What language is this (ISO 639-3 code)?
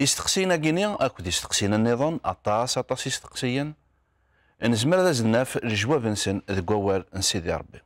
kab